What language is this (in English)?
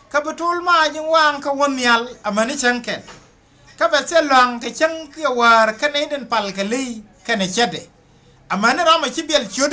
Nuer